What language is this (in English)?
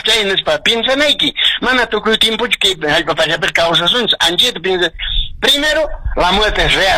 Quechua